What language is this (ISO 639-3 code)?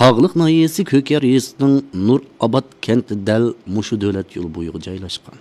uig